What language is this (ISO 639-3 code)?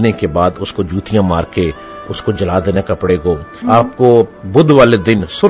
urd